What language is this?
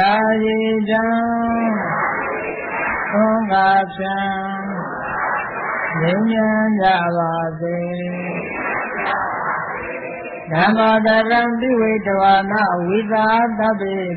Burmese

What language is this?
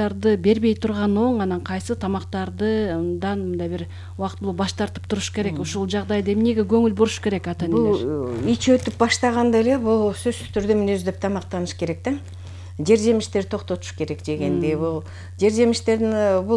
Kyrgyz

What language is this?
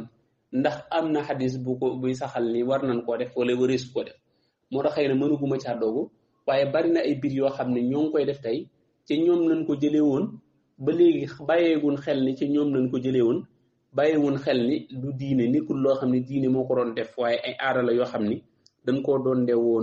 Wolof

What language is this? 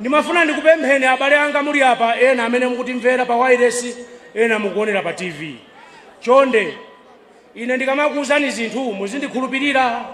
Nyanja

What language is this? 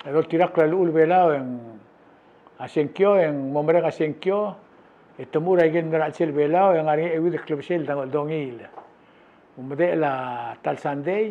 Palauan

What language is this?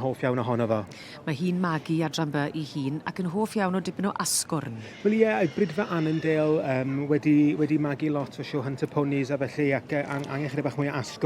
Welsh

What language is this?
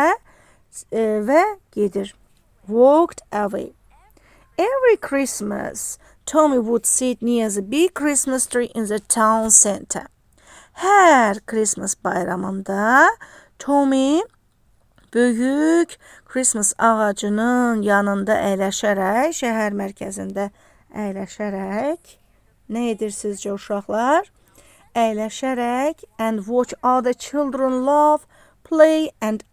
Azerbaijani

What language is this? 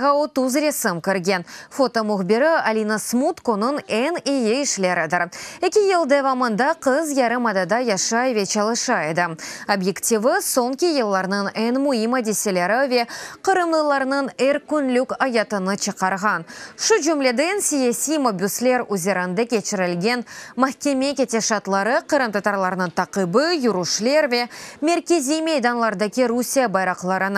Crimean Tatar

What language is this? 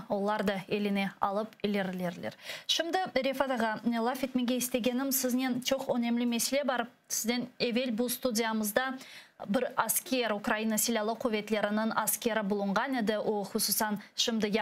Crimean Tatar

